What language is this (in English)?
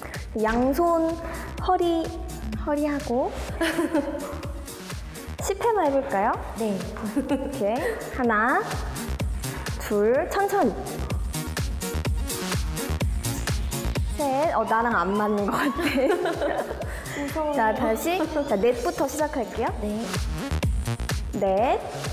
Korean